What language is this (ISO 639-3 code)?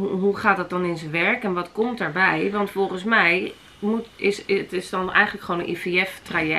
nld